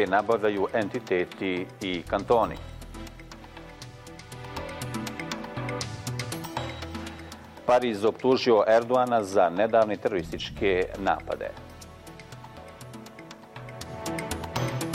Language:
Bosnian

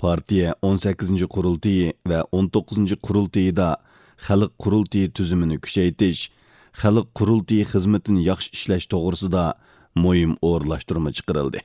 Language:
Uyghur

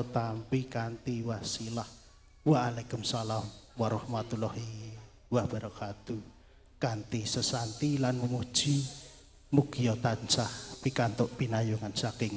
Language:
Javanese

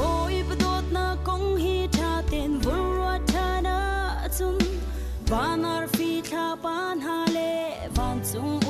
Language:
Falam Chin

